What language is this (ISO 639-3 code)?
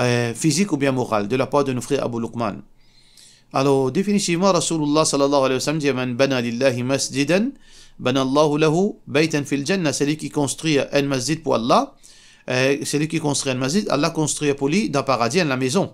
mfe